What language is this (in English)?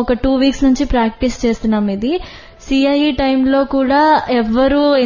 Telugu